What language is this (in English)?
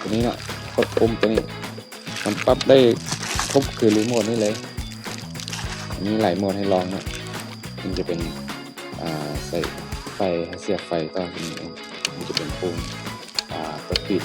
Lao